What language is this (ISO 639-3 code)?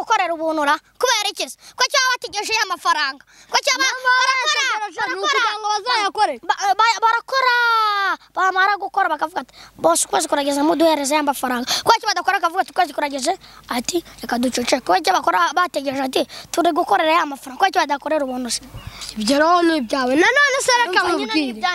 kin